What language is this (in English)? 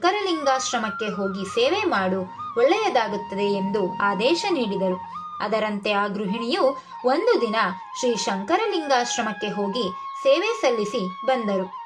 Kannada